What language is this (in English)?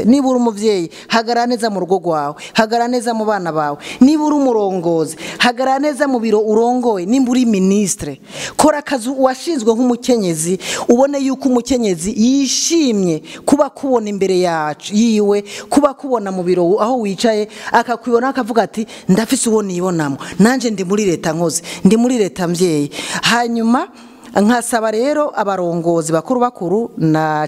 Rundi